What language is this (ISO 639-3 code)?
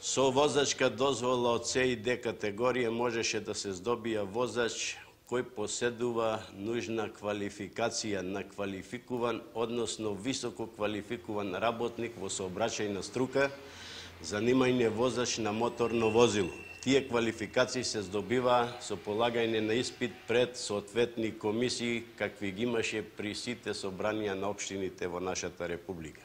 mkd